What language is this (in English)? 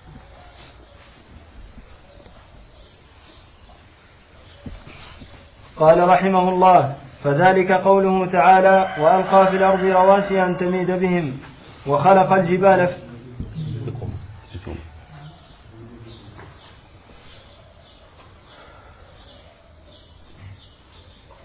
Arabic